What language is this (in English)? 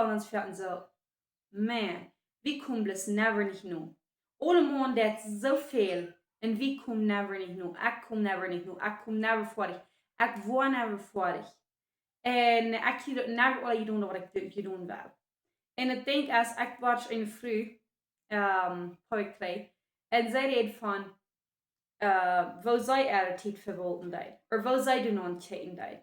Plautdietsch